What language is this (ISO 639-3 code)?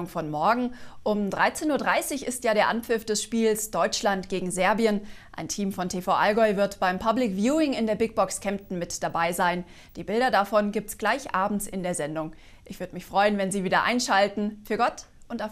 deu